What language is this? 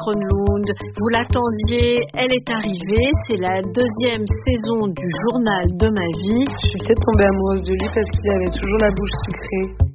French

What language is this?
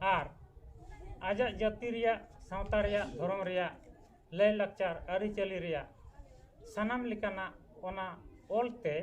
Santali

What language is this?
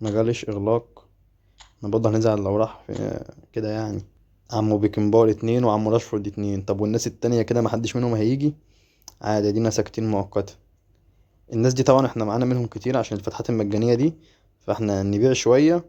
Egyptian Arabic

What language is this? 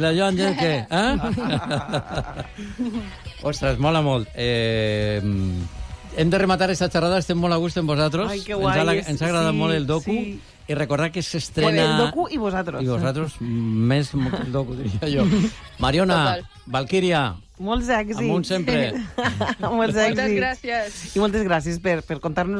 Catalan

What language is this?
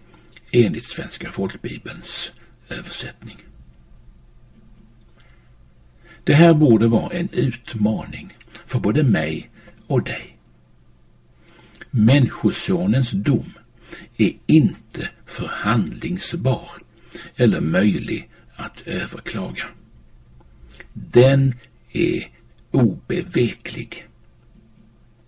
Swedish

